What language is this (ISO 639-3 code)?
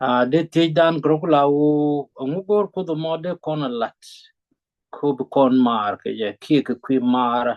nus